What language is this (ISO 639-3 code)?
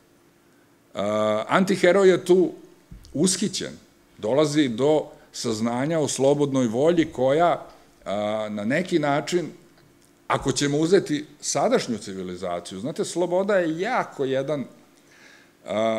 srp